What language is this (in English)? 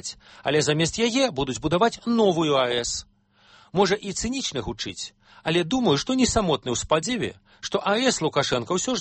Belarusian